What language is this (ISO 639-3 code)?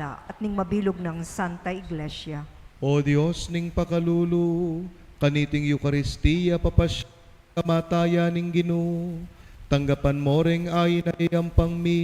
pam